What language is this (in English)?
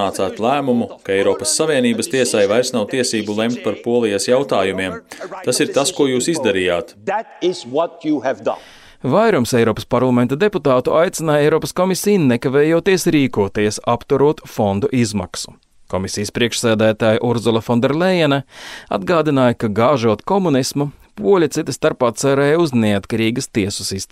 Latvian